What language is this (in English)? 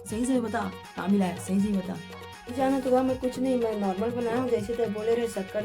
Chhattisgarhi